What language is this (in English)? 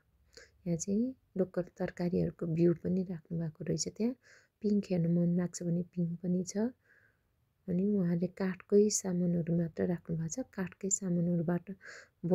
Nepali